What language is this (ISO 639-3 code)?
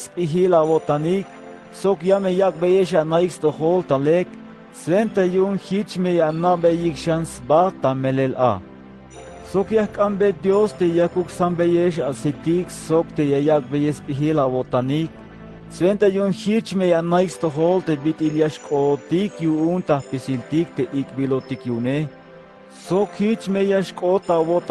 tzh